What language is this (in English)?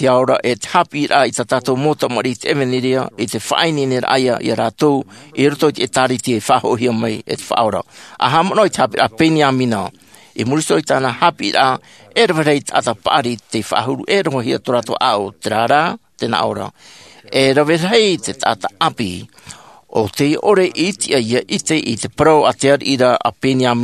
Tahitian